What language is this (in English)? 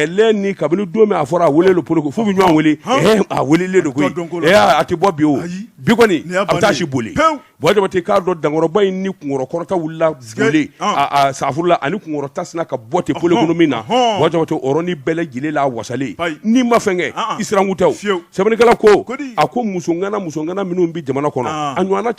Bambara